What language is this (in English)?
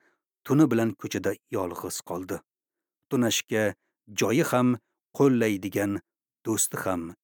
Uzbek